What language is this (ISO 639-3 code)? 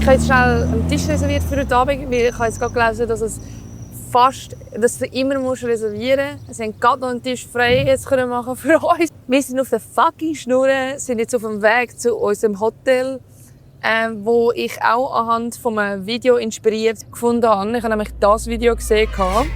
gsw